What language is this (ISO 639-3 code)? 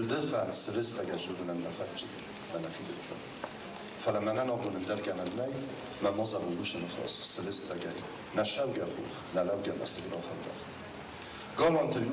oss